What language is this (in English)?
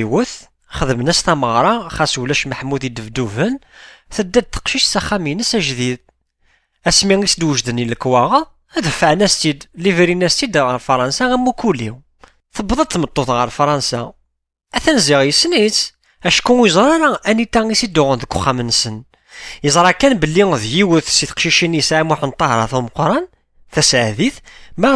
Kabyle